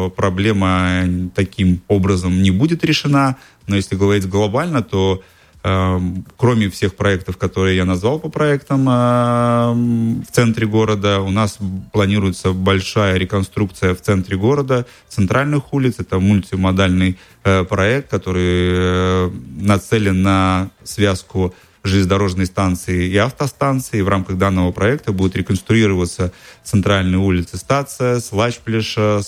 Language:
Russian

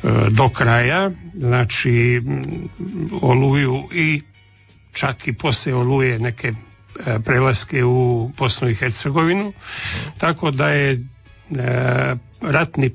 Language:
Croatian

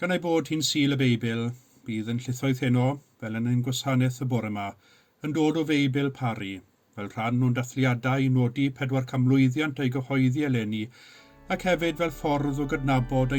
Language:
Welsh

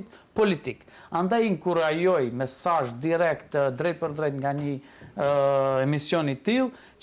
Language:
Albanian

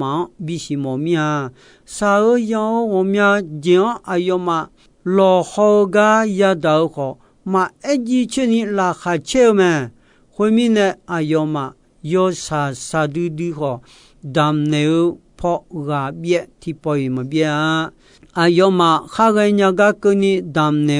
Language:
Akha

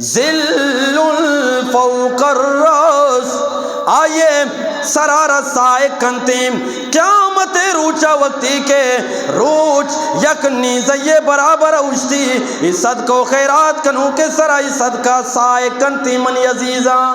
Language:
Eastern Balochi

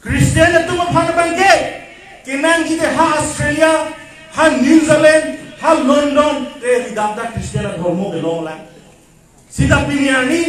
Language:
Karbi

